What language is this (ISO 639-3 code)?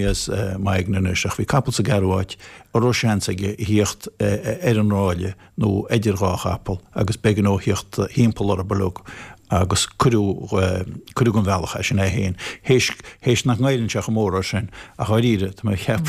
gle